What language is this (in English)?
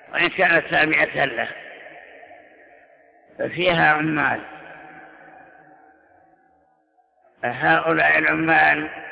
Arabic